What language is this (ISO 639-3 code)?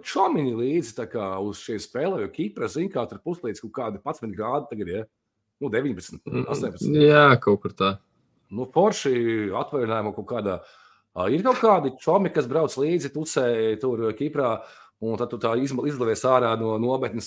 lav